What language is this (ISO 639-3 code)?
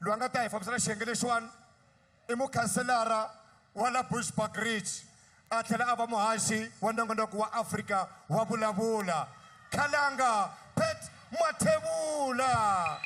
tso